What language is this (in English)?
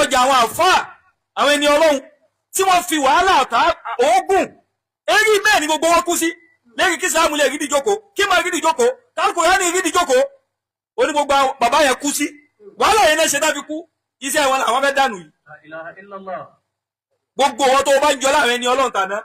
Yoruba